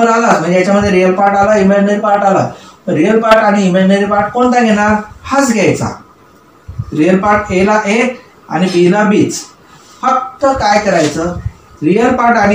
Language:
Marathi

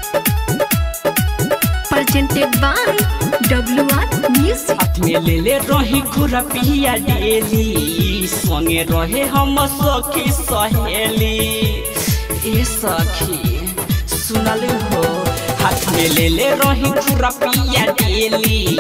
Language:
Bhojpuri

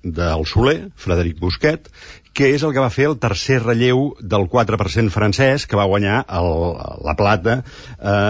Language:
Catalan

